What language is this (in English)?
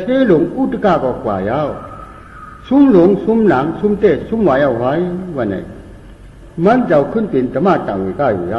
Shan